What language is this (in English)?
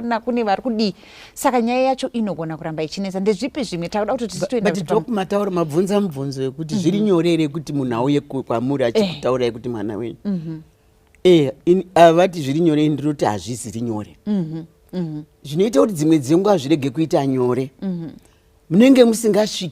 Shona